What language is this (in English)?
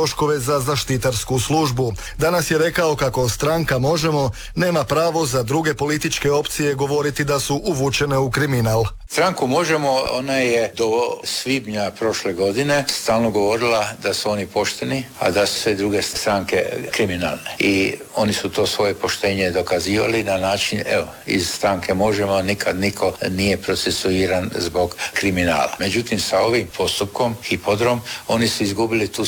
Croatian